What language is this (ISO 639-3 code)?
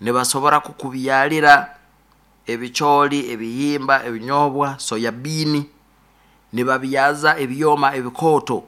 nyo